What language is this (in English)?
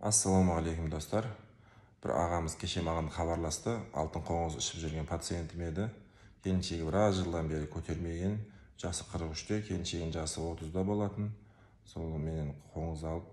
Kazakh